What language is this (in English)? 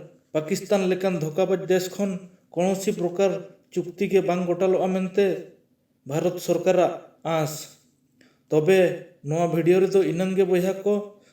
Santali